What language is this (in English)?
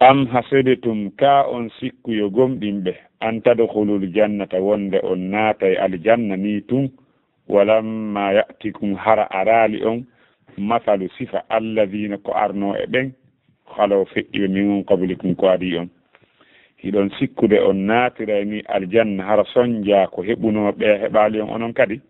Fula